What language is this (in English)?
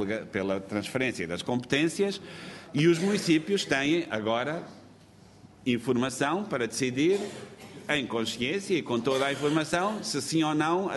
Portuguese